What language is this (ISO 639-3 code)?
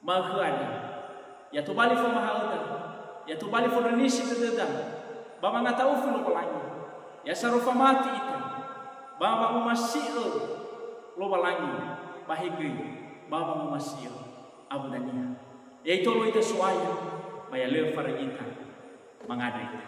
nia